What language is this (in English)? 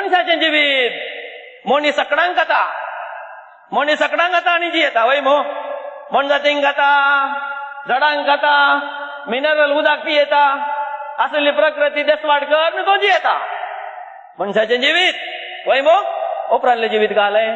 Konkani